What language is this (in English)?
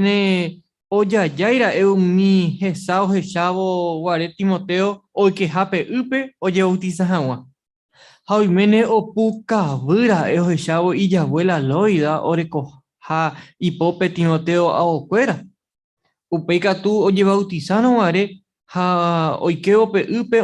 Guarani